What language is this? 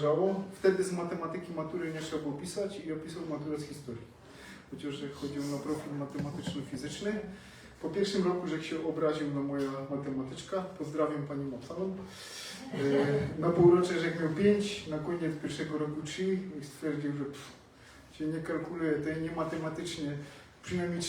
Silesian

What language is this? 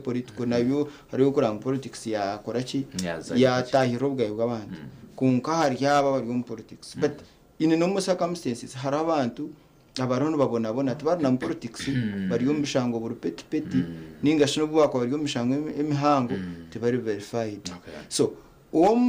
Nyankole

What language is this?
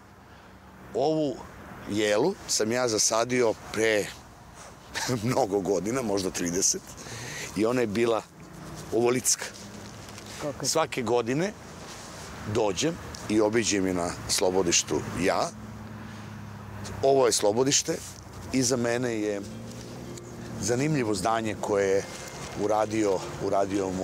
Serbian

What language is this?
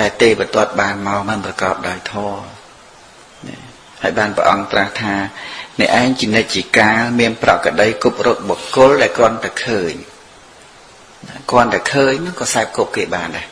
Khmer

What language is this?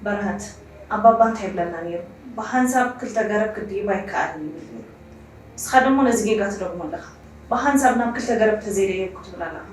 Tigrinya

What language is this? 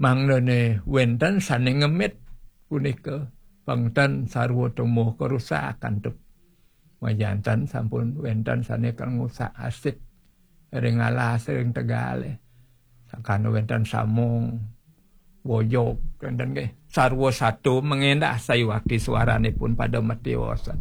Balinese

